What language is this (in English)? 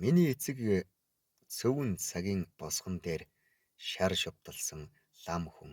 Mongolian